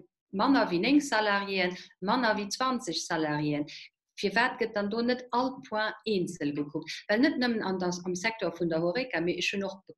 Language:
Luxembourgish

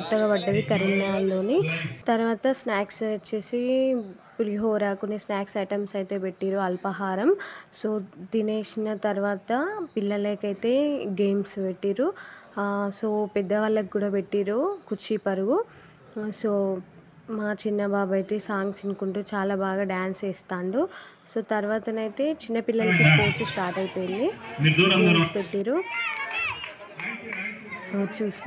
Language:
Telugu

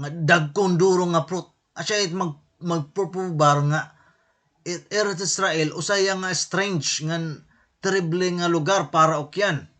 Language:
Waray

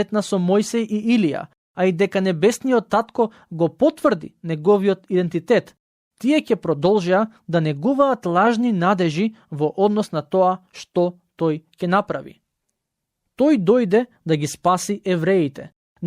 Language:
Macedonian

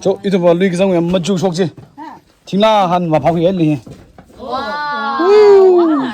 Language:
Tangkhul Naga (India)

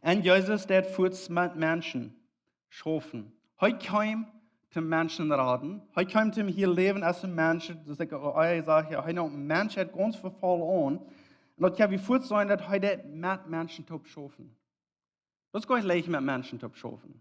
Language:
Plautdietsch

